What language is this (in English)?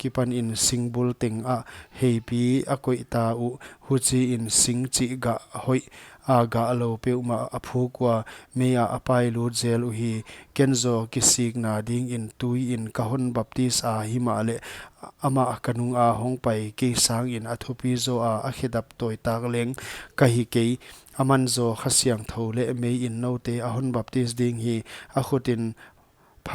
Paite Chin